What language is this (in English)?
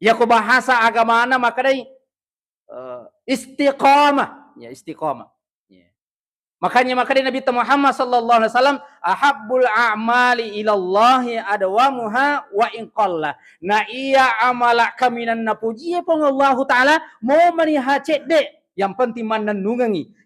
Buginese